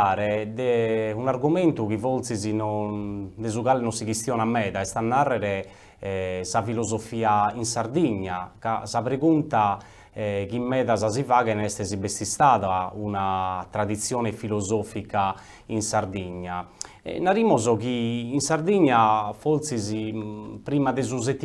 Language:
Sardinian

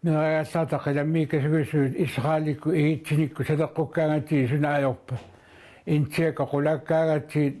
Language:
Kalaallisut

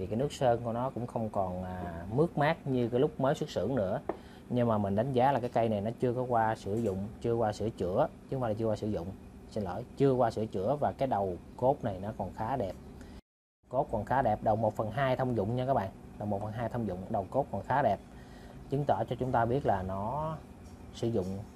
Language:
Vietnamese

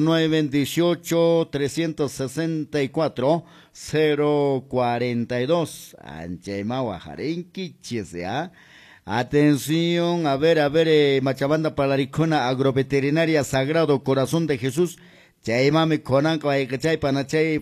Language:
Quechua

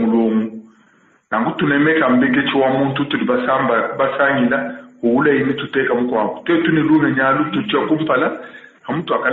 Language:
Luba-Lulua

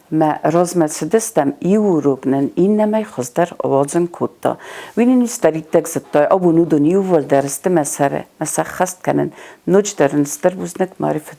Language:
Ossetic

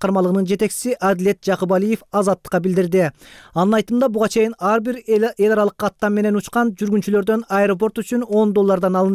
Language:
Kyrgyz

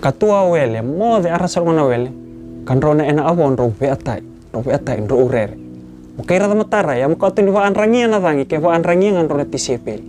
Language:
Fijian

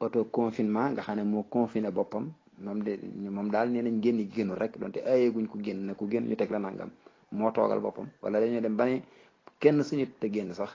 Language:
Wolof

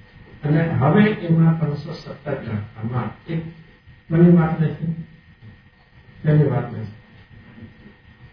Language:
Gujarati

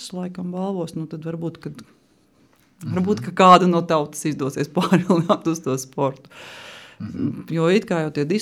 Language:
Latvian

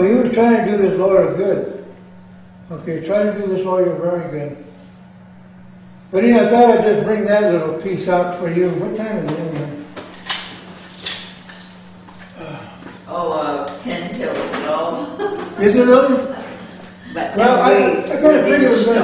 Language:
English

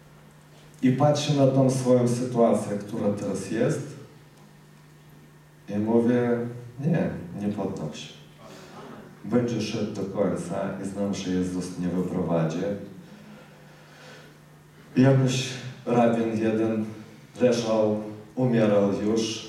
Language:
Polish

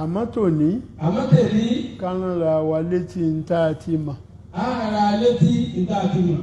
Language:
Yoruba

